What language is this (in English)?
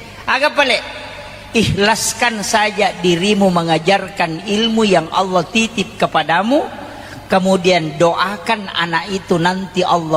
Buginese